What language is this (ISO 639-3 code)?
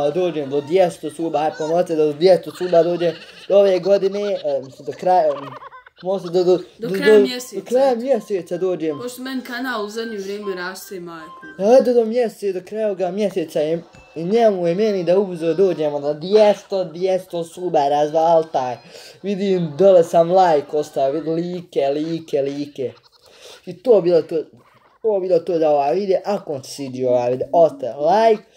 bos